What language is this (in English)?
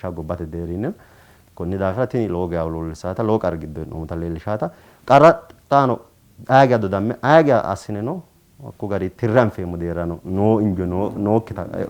Sidamo